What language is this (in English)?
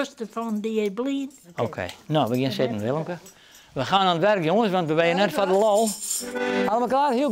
Western Frisian